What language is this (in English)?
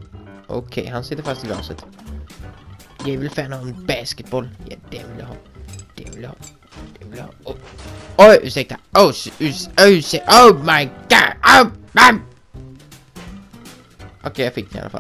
Swedish